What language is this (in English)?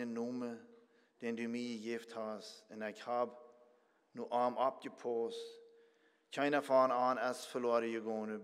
Plautdietsch